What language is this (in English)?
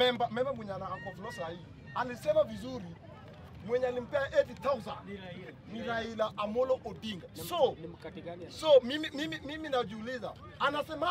Swahili